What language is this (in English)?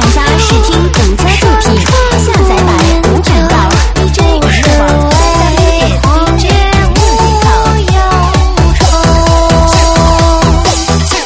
Chinese